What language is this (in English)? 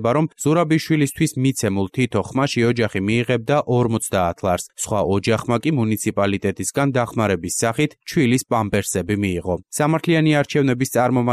Georgian